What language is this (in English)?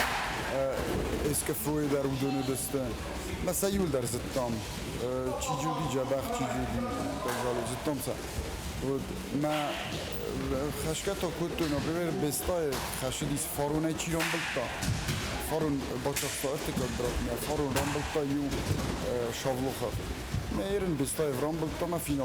Ossetic